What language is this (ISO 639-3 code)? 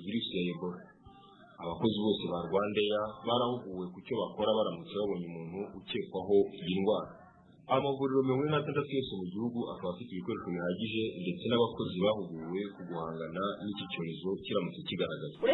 kin